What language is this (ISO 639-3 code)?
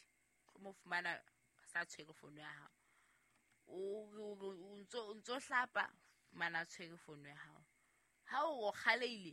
sot